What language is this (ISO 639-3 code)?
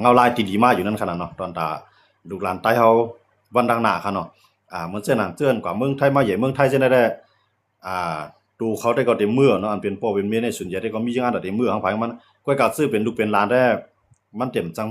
shn